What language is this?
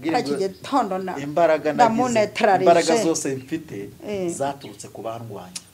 Kinyarwanda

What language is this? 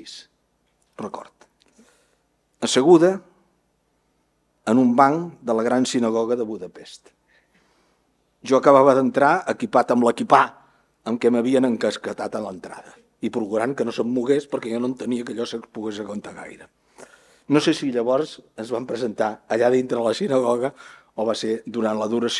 Catalan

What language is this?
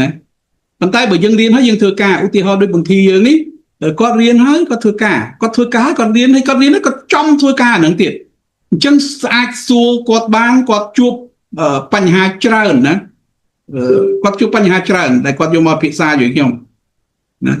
Khmer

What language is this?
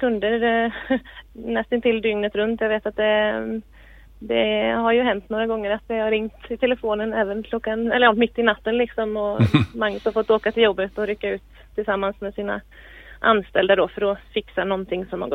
Swedish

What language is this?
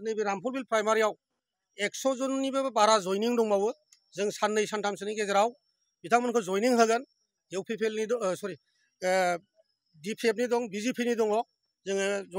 Bodo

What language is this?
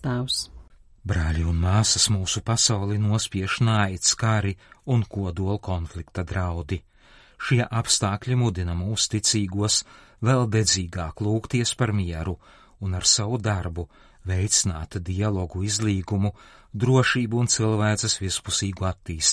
Latvian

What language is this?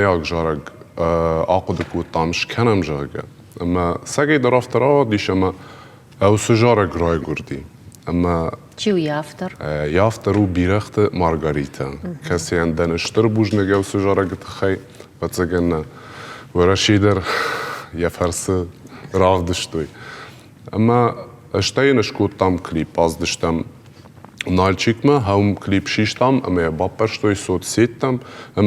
Ossetic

